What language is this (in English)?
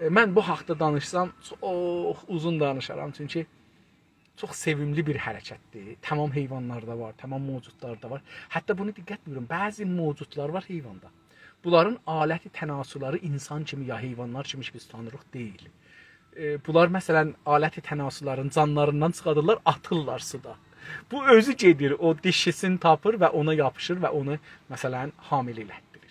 South Azerbaijani